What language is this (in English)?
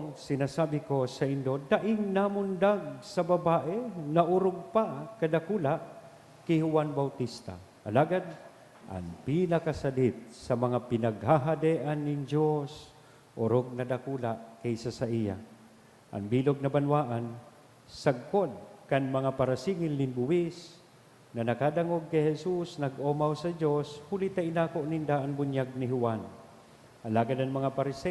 Bikol